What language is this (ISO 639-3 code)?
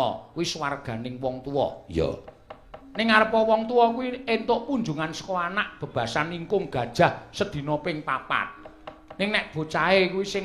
jav